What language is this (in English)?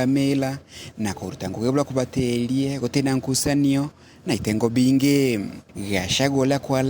Meru